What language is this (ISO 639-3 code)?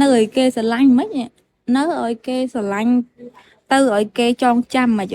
khm